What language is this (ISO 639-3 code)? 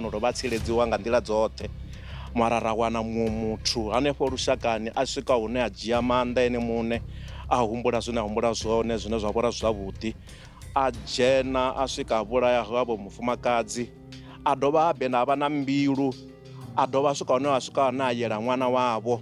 ven